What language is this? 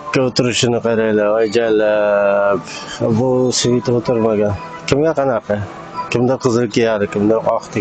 Uzbek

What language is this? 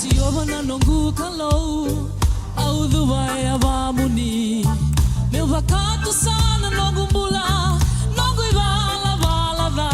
Fijian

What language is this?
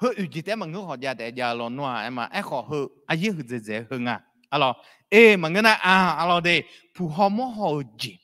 Akha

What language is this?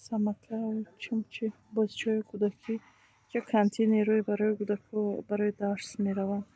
Tajik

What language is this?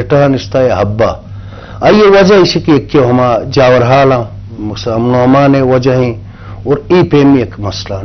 Eastern Balochi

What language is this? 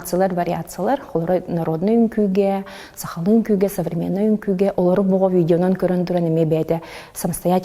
Yakut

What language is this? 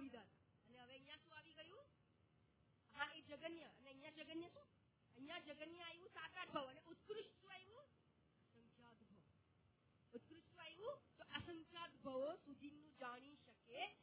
Gujarati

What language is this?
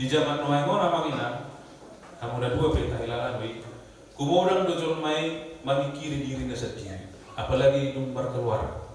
Batak Toba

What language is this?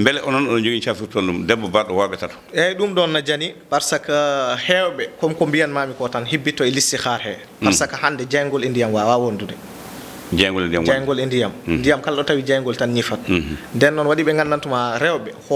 Fula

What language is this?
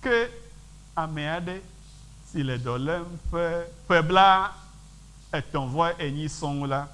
Ewe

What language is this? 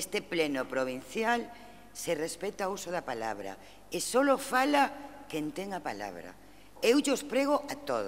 Galician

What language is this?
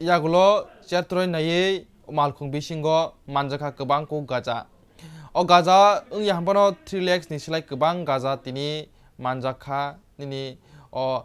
Kok Borok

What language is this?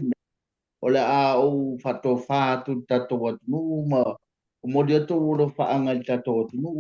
Samoan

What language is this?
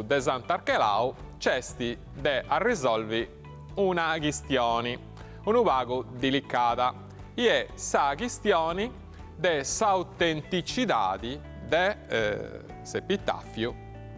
Sardinian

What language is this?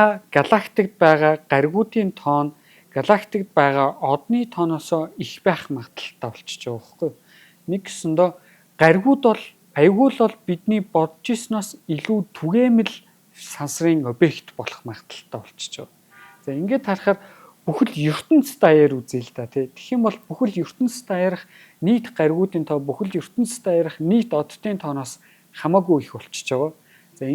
Mongolian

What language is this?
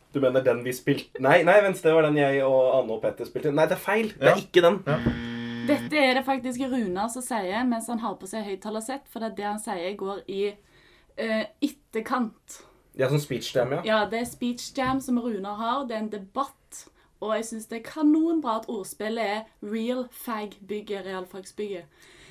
Norwegian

